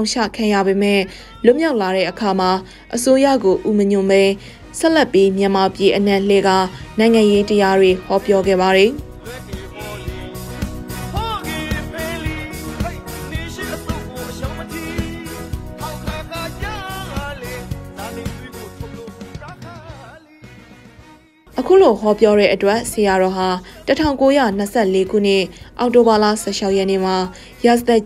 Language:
Burmese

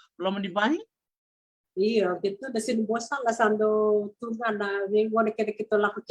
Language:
Fijian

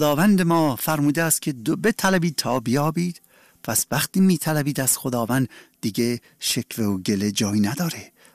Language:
Persian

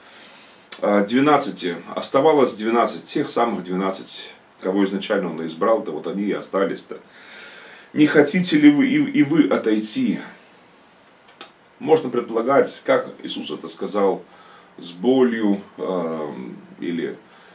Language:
Russian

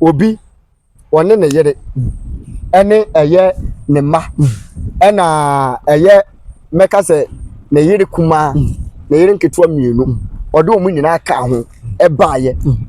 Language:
Akan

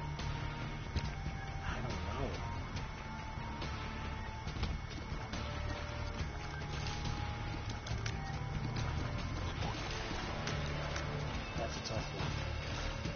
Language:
English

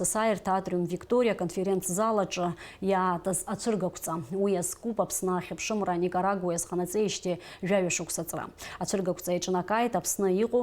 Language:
Abkhazian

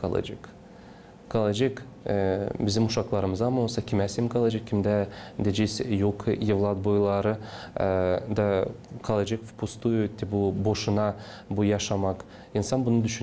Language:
Gagauz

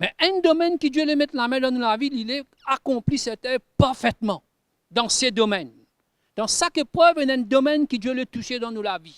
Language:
Morisyen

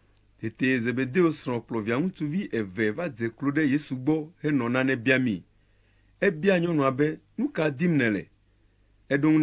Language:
Ewe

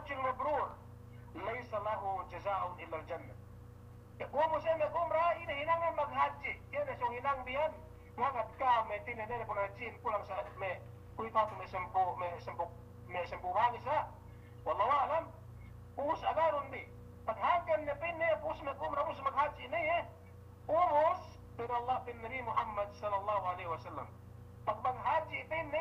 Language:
Yakan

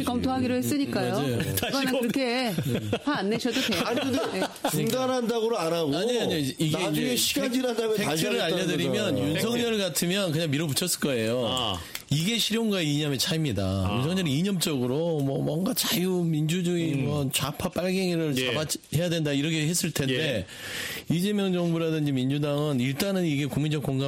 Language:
Korean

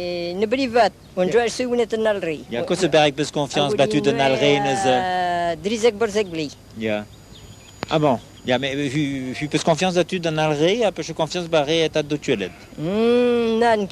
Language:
Breton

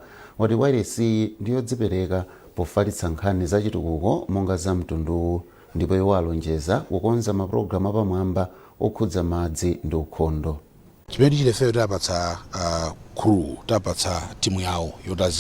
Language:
Nyanja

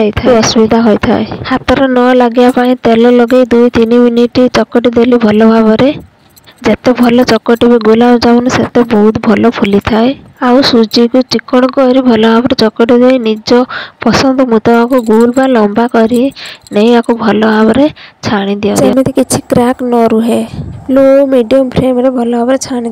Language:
Odia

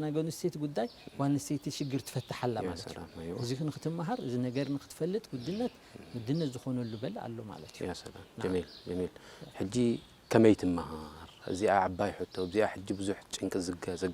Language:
Tigrinya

